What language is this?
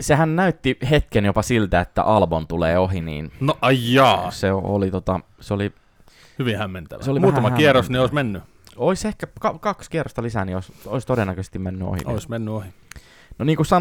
Finnish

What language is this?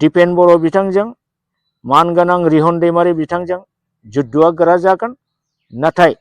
Bodo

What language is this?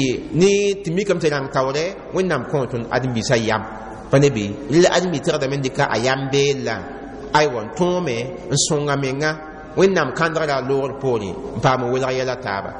Mossi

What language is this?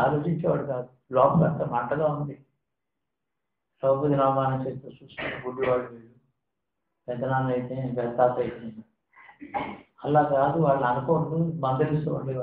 Telugu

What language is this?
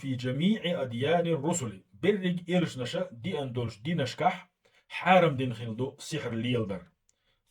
Chechen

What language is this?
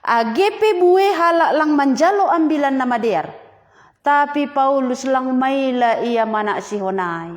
Batak Simalungun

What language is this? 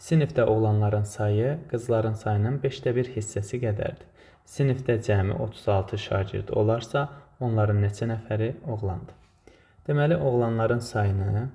Azerbaijani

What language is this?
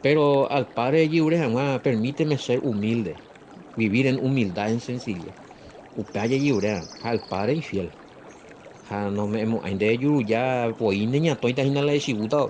Guarani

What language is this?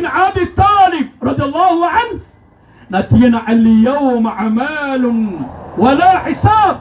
Maranao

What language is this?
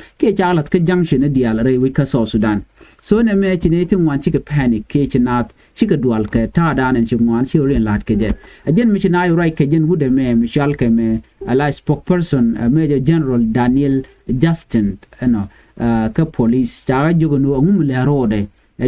Nuer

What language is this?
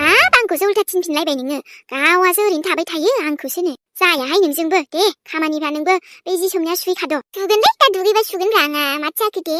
Bodo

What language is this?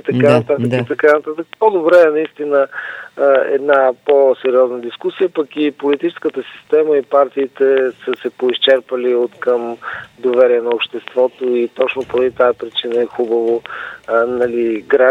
Bulgarian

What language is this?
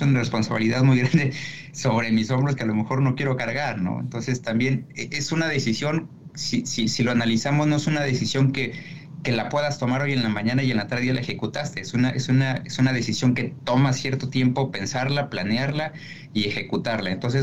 Spanish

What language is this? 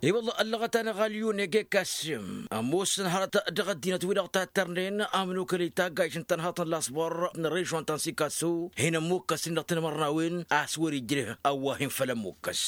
Tamasheq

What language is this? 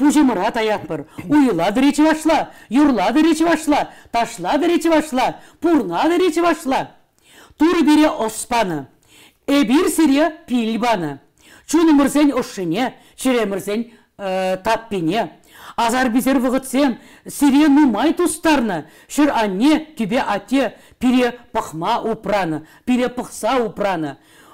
Chuvash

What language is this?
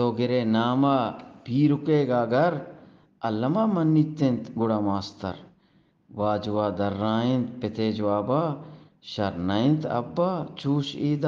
Eastern Balochi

